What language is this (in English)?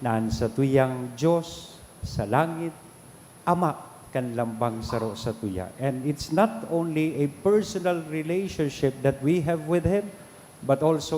Bikol